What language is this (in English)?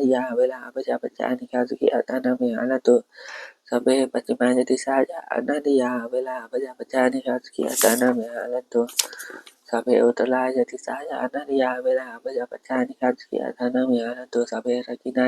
Pali